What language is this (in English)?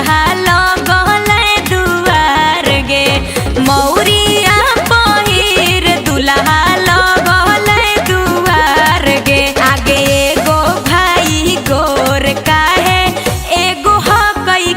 Magahi